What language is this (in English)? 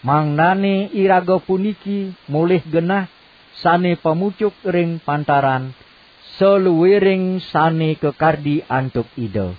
Balinese